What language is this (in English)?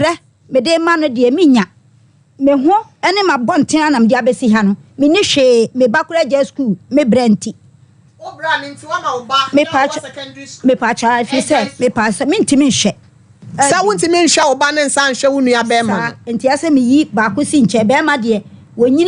Akan